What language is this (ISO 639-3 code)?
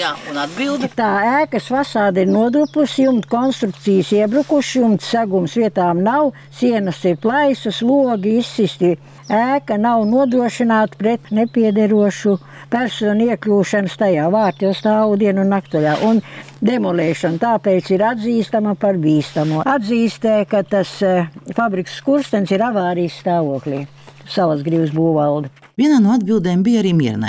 lav